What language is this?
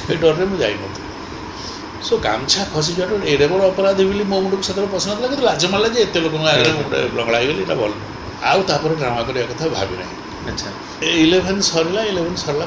Odia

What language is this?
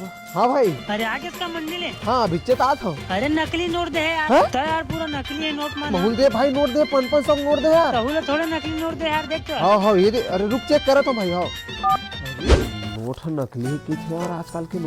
Chhattisgarhi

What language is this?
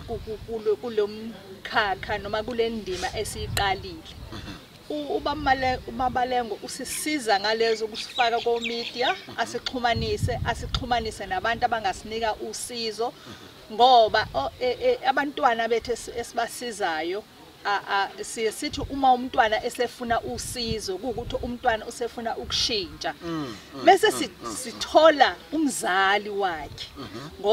Zulu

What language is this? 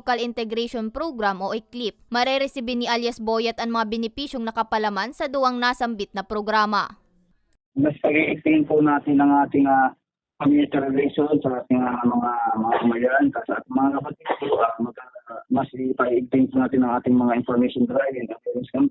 Bikol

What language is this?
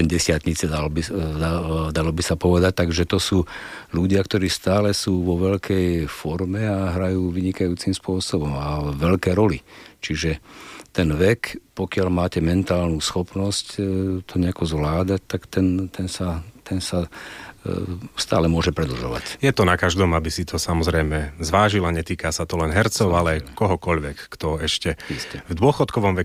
Slovak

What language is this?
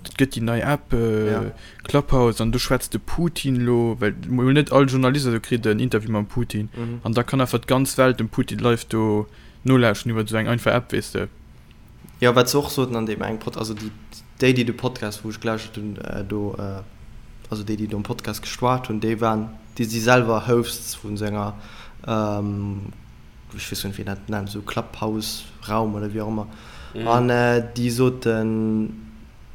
Luxembourgish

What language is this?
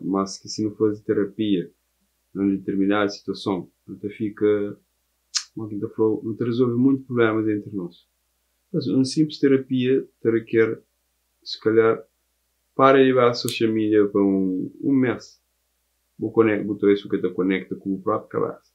Kabuverdianu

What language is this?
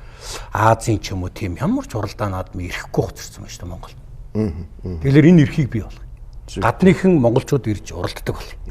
Mongolian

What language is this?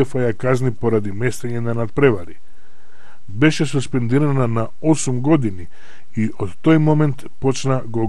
Macedonian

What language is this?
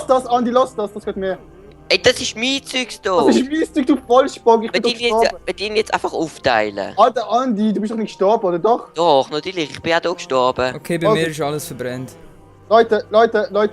Swiss German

